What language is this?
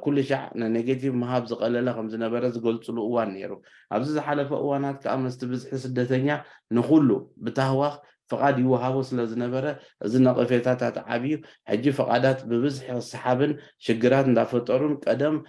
Tigrinya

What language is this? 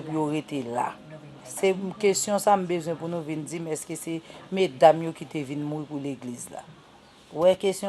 Haitian Creole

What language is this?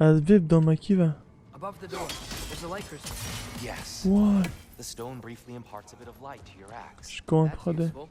Kurdish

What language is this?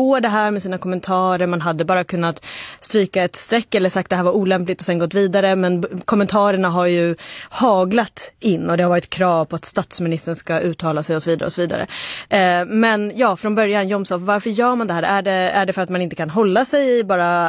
Swedish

